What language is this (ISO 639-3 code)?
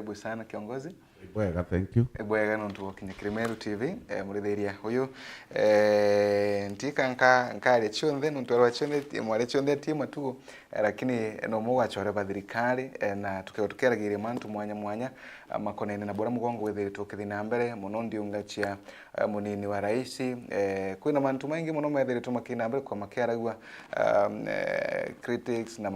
mer